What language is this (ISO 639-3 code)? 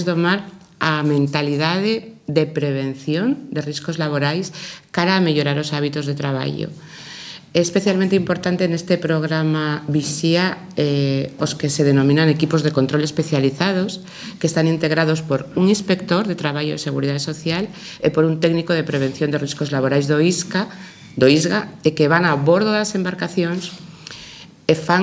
glg